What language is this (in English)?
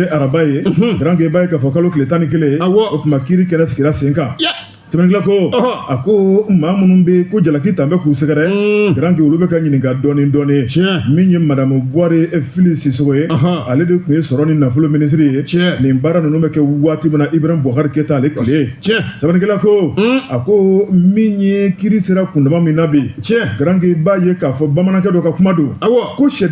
Bambara